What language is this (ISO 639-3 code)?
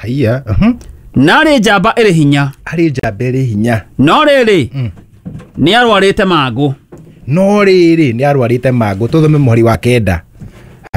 kik